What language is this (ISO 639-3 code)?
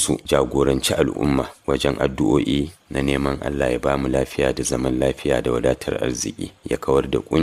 hau